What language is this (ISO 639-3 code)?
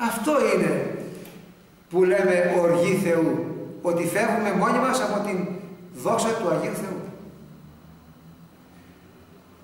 ell